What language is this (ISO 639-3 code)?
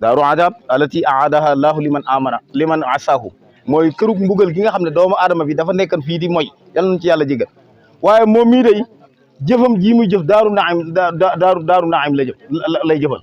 wol